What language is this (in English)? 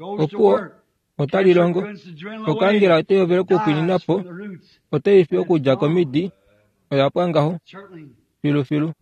Kuanyama